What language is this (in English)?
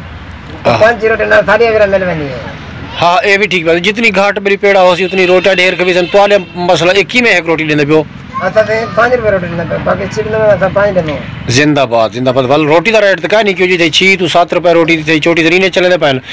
Saraiki